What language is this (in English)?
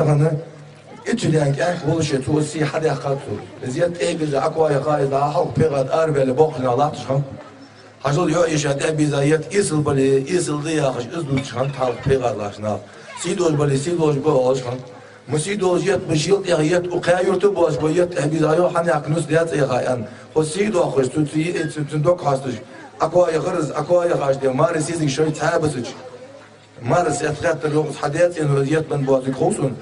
Ingush